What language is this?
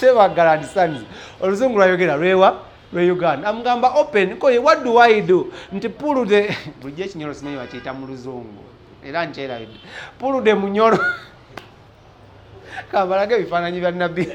Ganda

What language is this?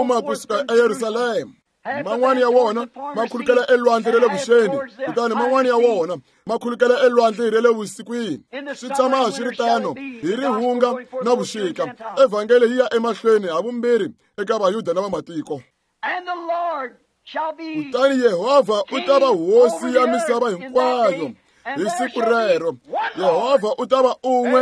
Tsonga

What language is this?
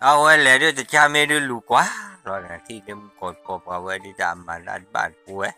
S'gaw Karen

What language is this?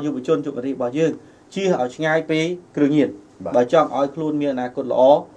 Khmer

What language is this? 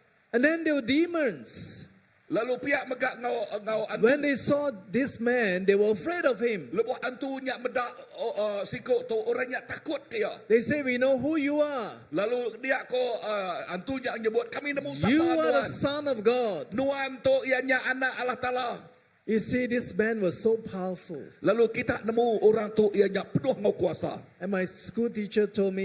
Iban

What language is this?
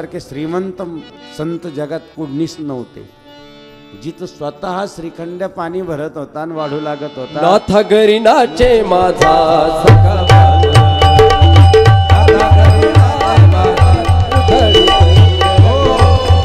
Marathi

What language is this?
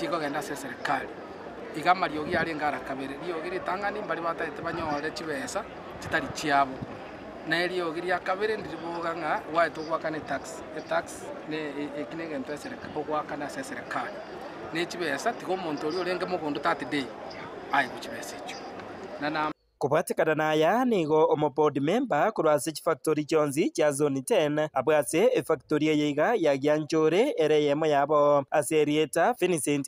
Gusii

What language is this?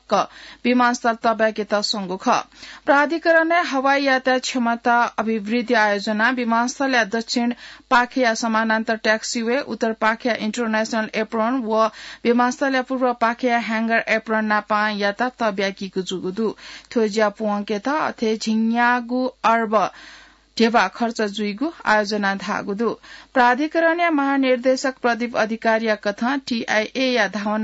Newari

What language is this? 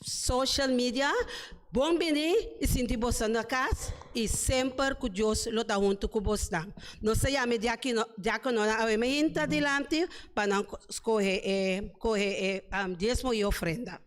Papiamento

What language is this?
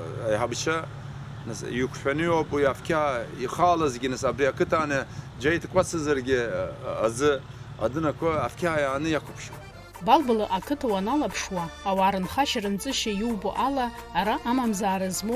Abkhazian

